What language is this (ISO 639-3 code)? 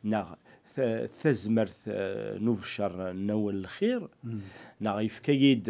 kab